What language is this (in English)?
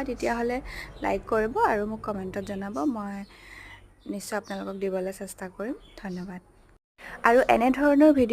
Assamese